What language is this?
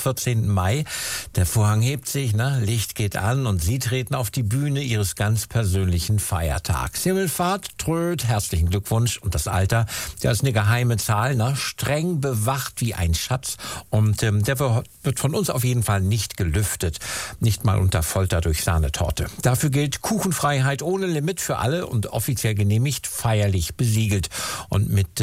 German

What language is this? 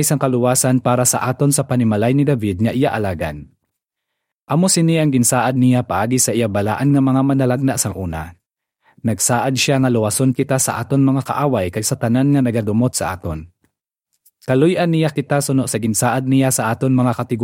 Hiligaynon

